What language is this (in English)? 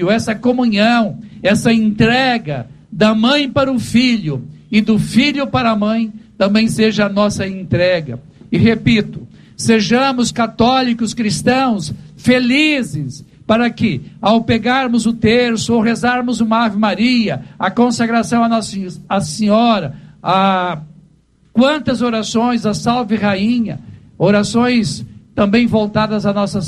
Portuguese